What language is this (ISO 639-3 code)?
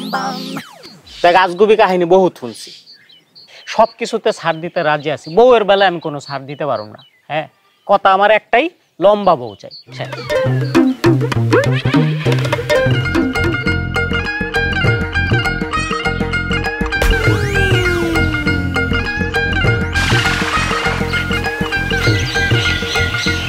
ben